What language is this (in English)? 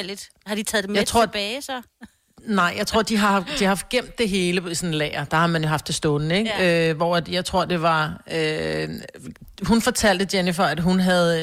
Danish